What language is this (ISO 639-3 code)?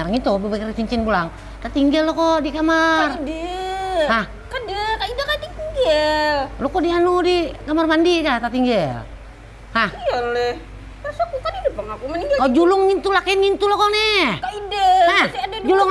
bjn